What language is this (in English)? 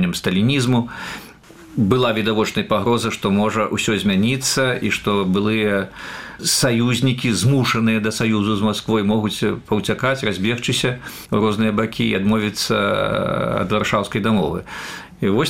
Belarusian